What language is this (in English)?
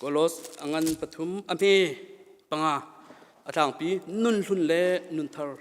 Hakha Chin